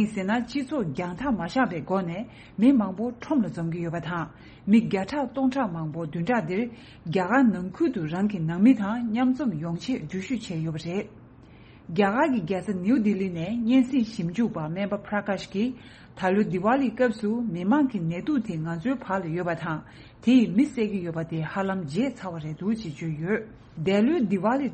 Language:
Tibetan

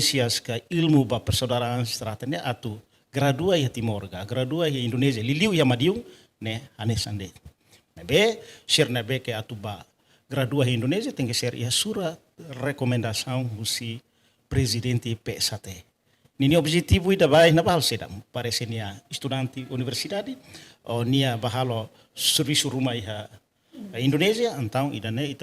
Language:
Tetum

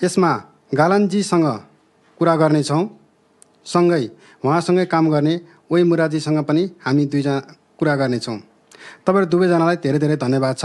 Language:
Nepali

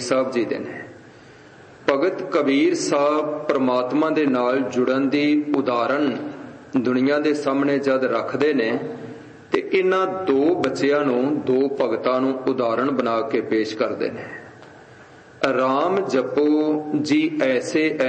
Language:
Punjabi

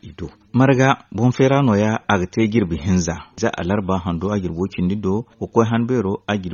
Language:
Zarma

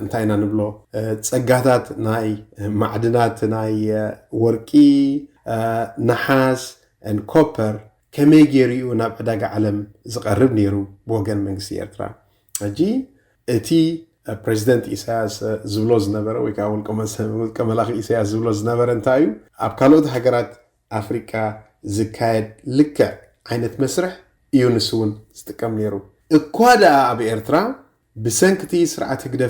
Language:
Tigrinya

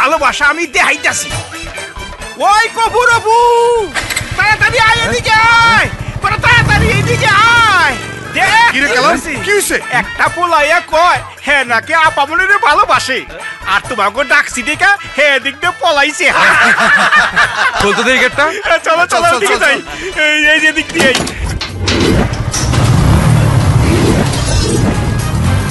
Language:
Bangla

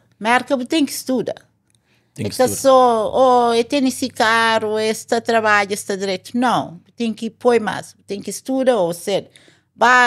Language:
Kabuverdianu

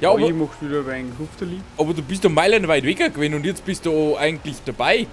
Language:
Bavarian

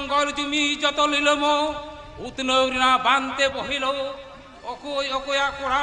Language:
Santali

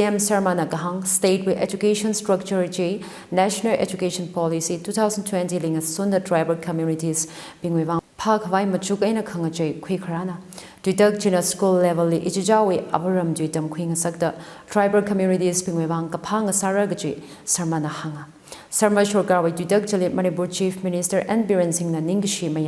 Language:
Tangkhul Naga (India)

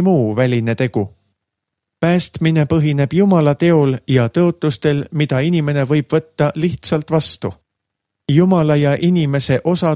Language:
Estonian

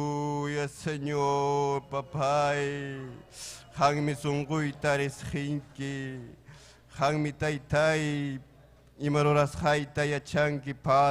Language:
Ayacucho Quechua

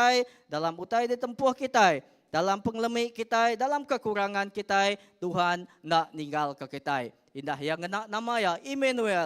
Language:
Iban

